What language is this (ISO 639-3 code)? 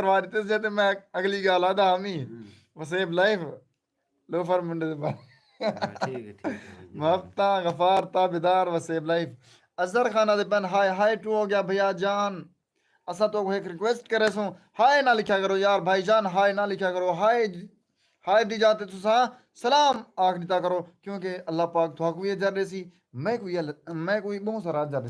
skr